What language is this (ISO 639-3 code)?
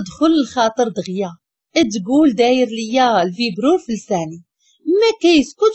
ary